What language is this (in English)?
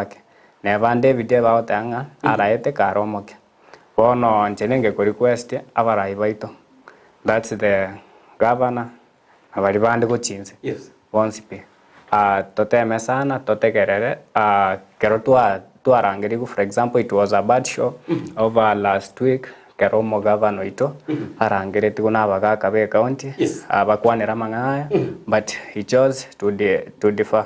Gusii